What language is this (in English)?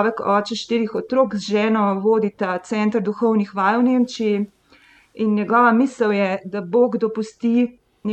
Slovenian